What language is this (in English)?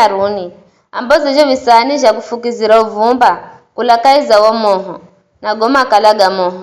Giryama